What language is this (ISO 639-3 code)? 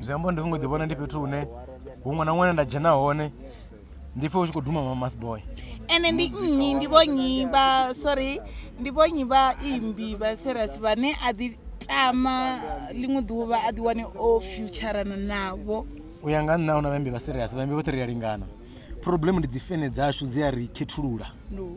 ven